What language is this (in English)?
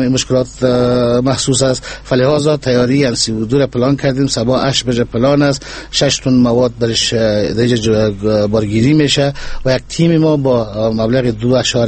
Persian